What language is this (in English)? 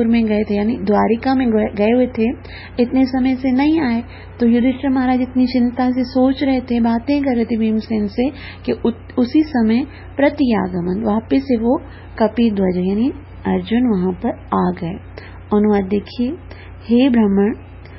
Hindi